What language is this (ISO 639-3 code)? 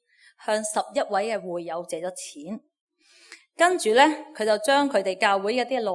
yue